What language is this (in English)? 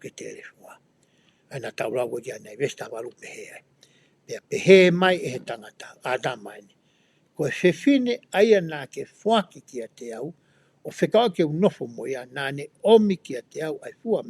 Tongan